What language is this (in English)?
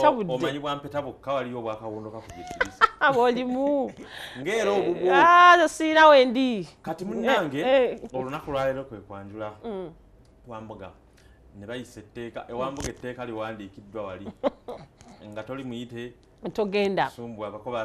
Ganda